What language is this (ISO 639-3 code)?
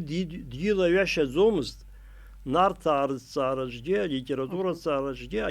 abk